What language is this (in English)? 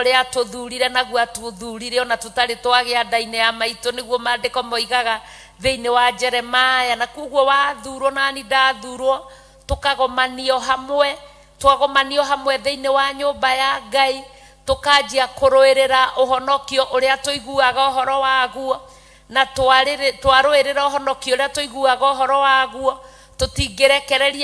Kikuyu